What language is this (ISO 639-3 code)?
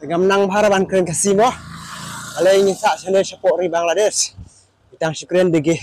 kha